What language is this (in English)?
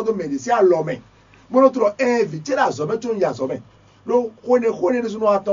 Fon